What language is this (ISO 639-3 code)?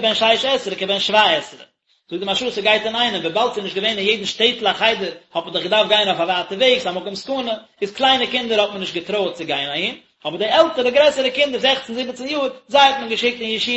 yid